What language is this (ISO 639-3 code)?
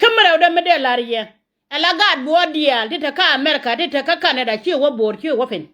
nus